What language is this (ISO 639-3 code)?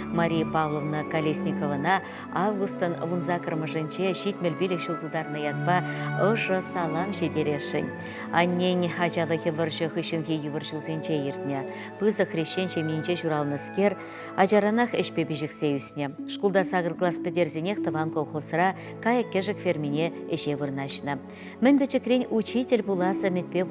chv